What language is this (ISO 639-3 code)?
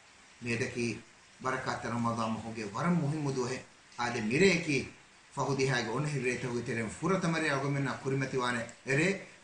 div